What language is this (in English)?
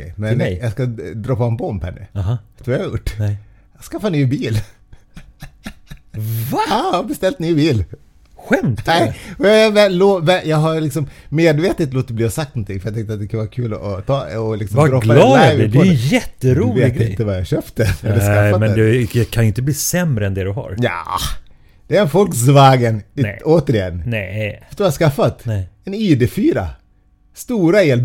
Swedish